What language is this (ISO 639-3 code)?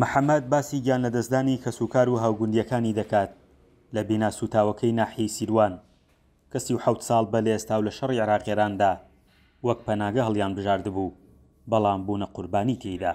ckb